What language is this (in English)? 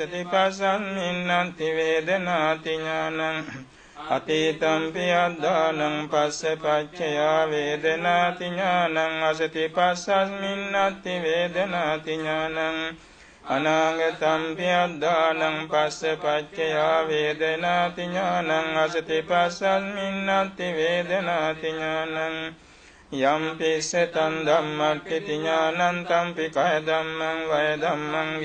Pali